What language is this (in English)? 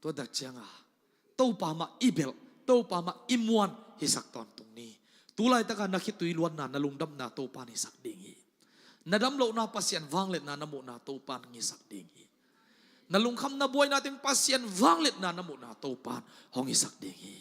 Tedim Chin